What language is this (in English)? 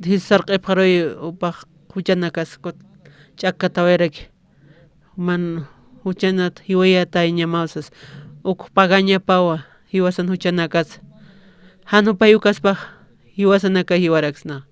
Aymara